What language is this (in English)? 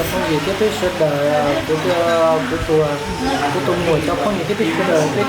Hmong